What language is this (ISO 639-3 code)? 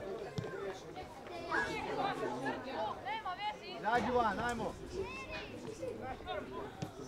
hrv